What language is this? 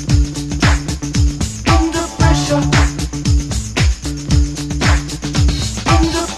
English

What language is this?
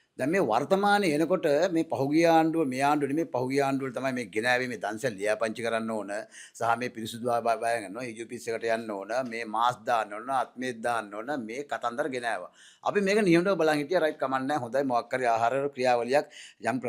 Sinhala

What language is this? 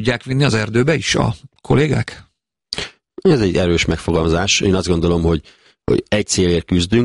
Hungarian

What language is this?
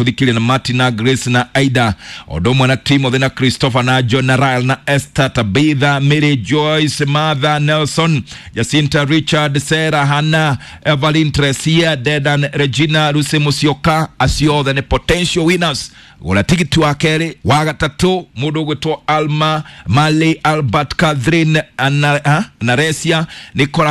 Kikuyu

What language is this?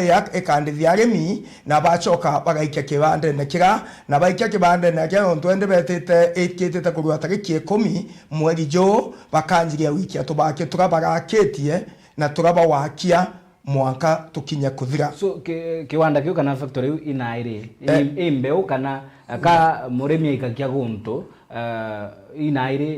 Meru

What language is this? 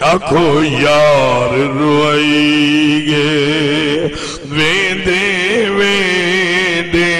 Saraiki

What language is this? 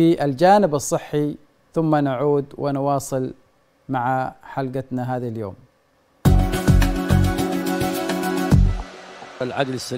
Arabic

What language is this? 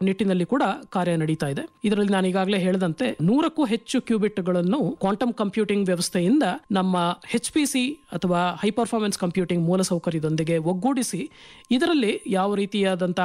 Kannada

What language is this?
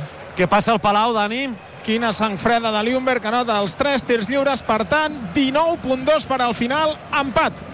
Catalan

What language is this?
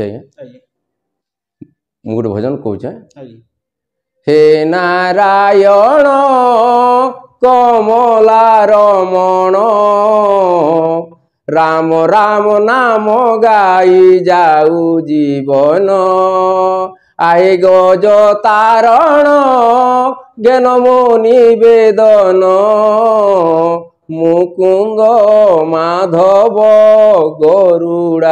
Odia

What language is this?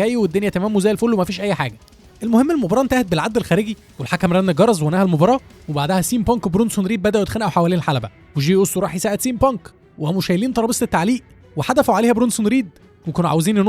Egyptian Arabic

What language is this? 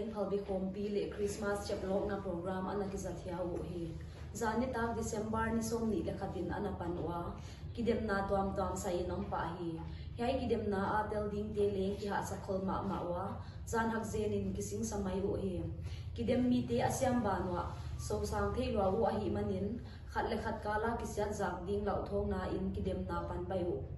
Paite Chin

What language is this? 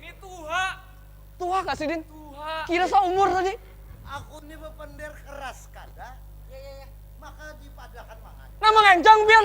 Banjar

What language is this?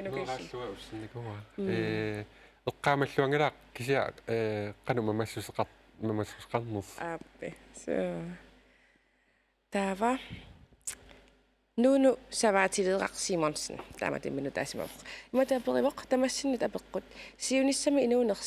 Kalaallisut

